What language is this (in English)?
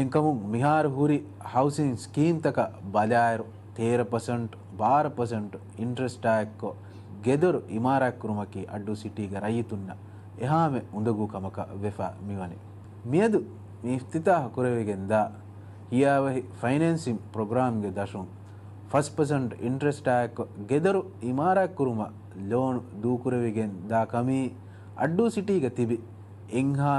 Divehi